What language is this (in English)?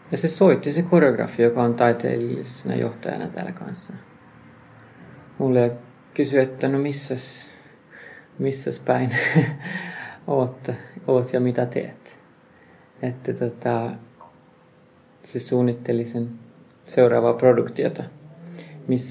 Finnish